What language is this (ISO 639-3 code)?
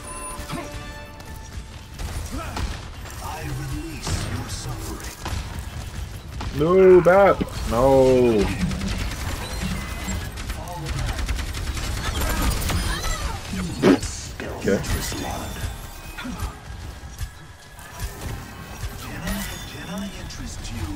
eng